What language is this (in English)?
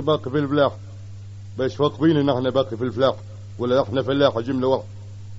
Tunisian Arabic